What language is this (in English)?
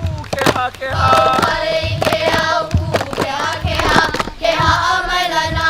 Hawaiian